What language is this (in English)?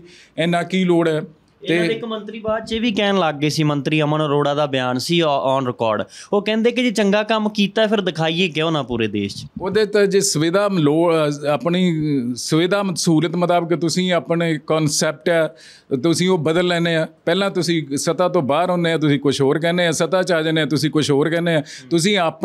Punjabi